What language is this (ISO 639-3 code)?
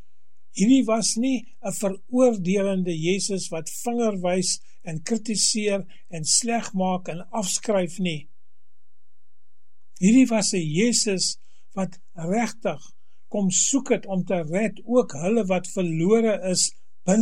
afr